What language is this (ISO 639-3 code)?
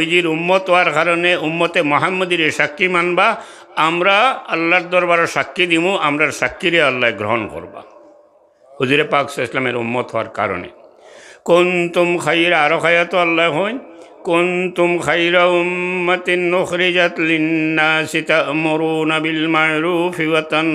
syl